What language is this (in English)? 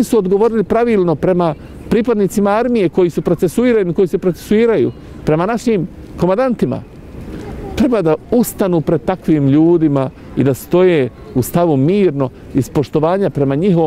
Bosnian